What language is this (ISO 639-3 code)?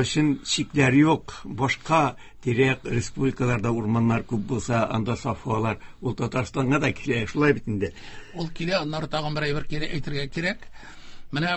tat